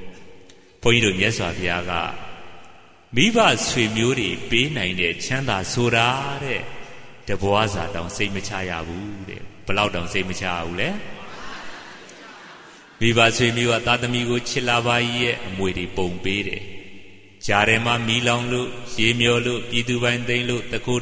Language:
Burmese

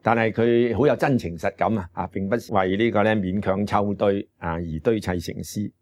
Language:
Cantonese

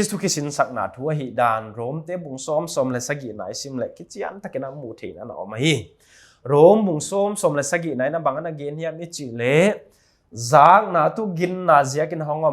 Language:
Paite Chin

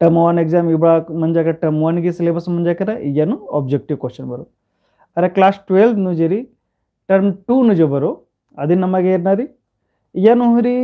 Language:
Kurukh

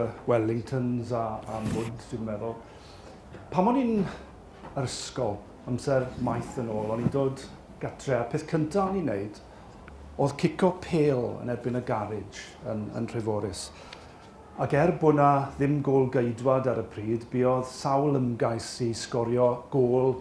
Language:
Welsh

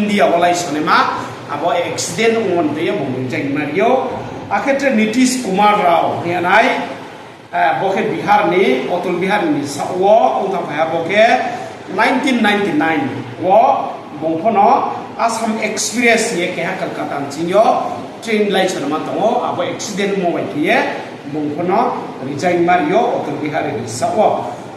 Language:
Riang (India)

